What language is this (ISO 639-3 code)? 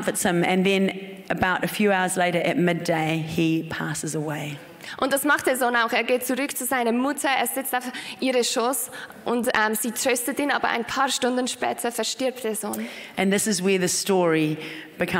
gsw